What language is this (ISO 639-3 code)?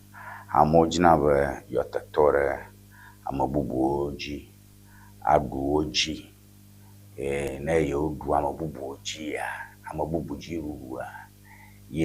ewe